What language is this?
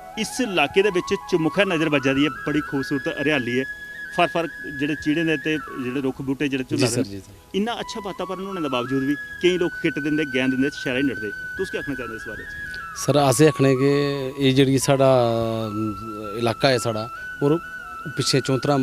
Dogri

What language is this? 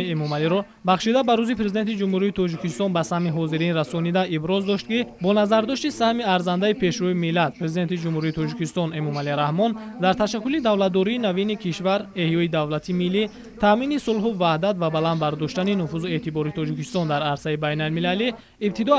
Tajik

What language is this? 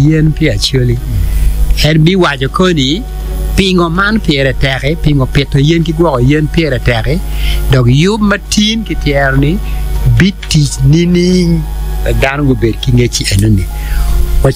Acoli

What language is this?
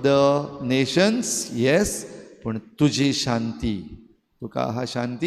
Konkani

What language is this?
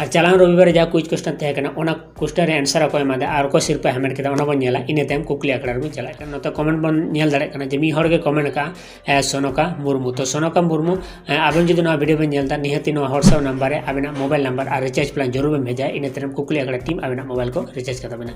Santali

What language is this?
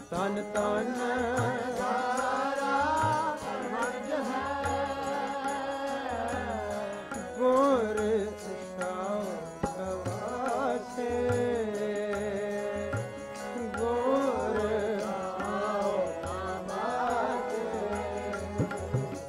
Punjabi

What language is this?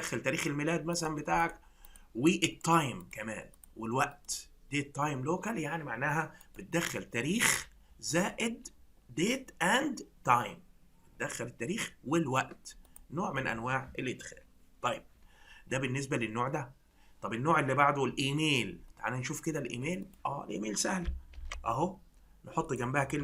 Egyptian Arabic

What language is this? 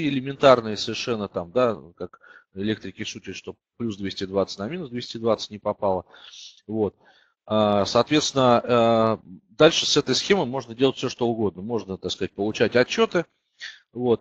Russian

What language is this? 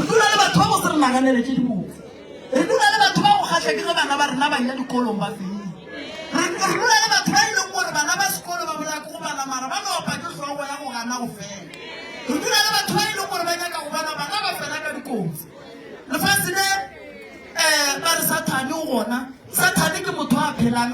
Northern Sotho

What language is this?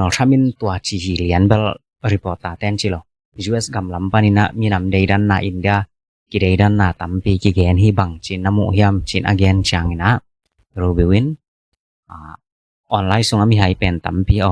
Tedim Chin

